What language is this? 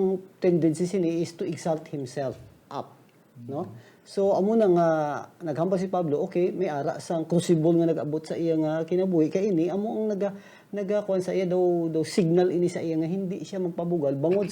Hiligaynon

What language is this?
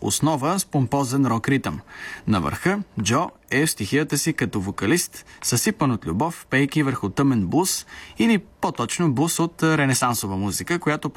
Bulgarian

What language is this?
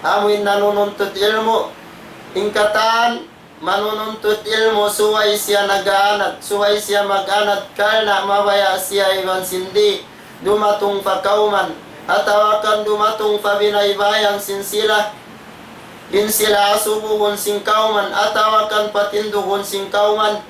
Tausug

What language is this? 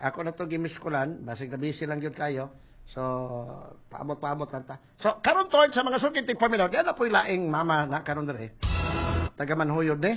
Cebuano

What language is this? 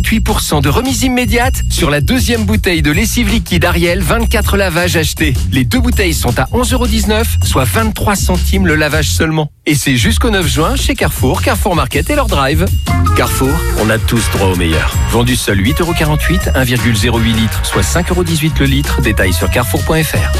French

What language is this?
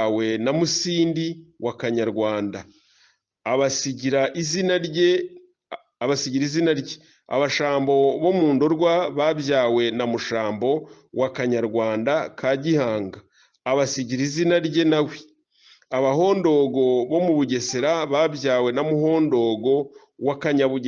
Kinyarwanda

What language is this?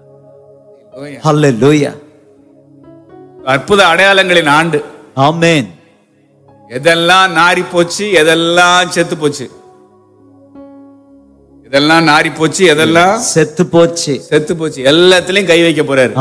Tamil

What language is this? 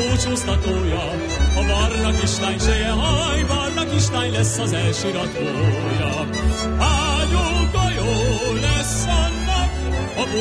Hungarian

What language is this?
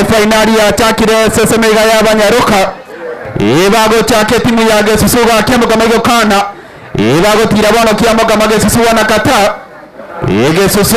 Gusii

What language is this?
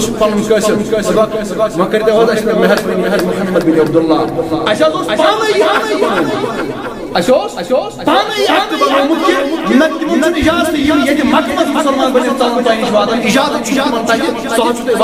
Kashmiri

